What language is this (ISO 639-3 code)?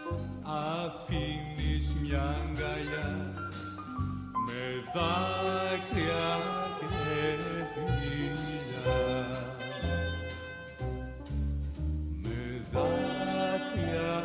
ell